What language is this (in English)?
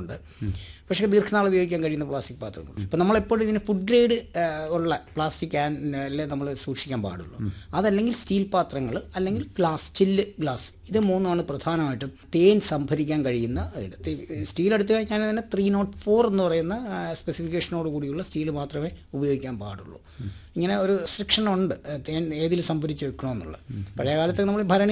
Malayalam